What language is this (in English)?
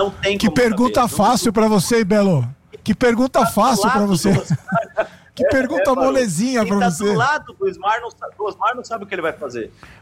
Portuguese